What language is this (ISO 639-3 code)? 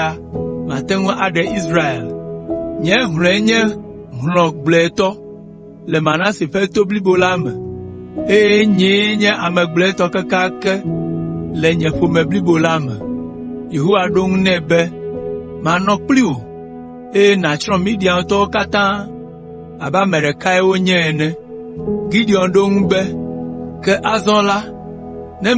ewe